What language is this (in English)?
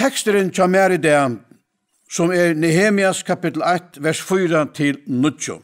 Faroese